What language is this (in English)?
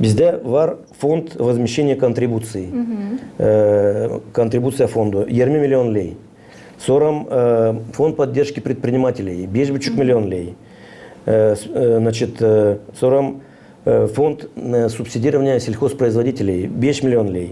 Gagauz